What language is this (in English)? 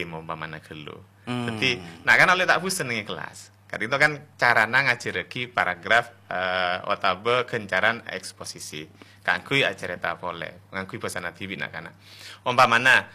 Madurese